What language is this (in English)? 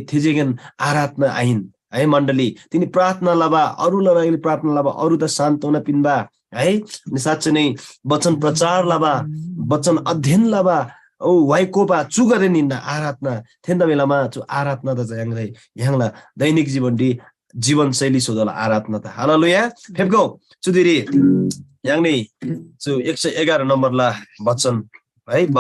Eastern Tamang